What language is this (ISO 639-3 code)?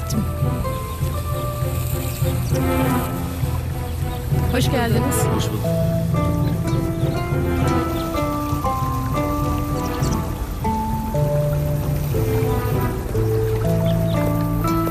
tur